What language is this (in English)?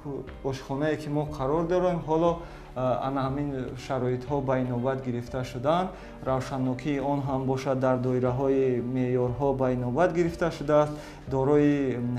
Tajik